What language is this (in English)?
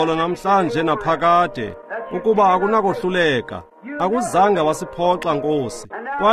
Xhosa